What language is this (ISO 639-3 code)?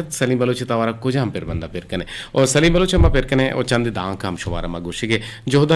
bgp